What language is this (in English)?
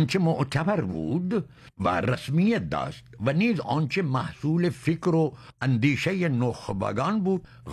Persian